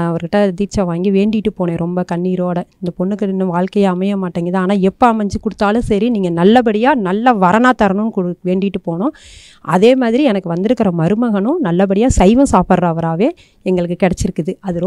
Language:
Tamil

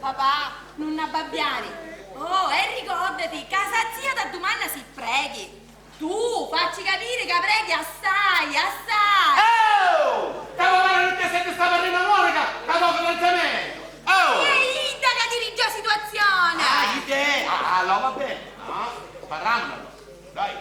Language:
Sicilian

